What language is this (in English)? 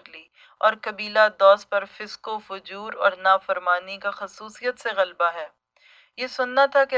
Urdu